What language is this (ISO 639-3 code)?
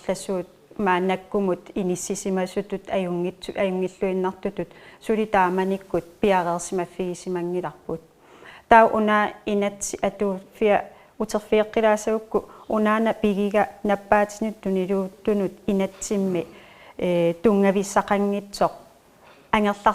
kal